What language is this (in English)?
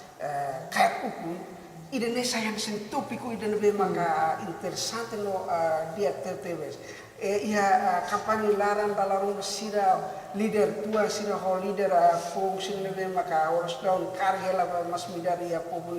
Tetum